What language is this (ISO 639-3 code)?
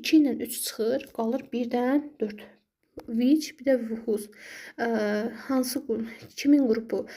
aze